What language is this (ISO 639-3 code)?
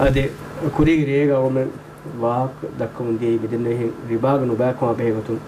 div